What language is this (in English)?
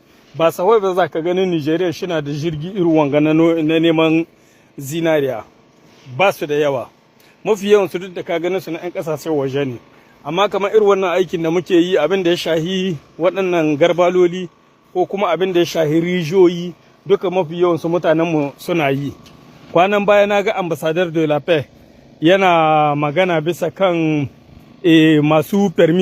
Hausa